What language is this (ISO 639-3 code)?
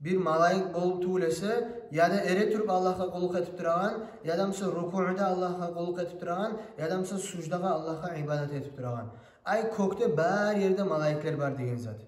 kum